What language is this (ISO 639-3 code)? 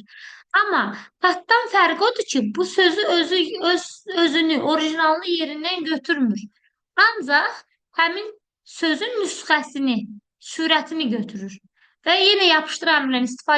aze